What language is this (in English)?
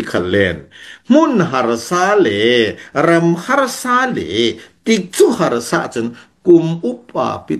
Falam Chin